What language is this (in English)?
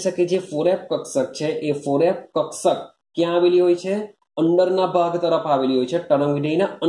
Gujarati